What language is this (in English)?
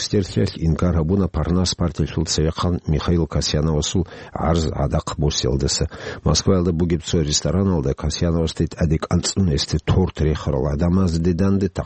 Avaric